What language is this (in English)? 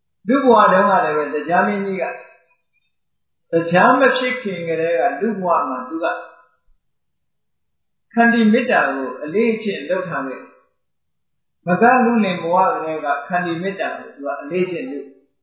Burmese